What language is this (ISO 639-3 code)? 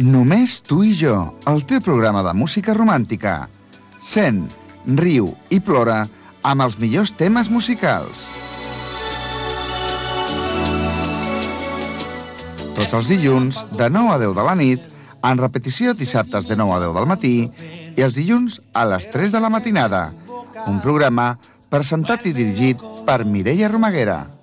cat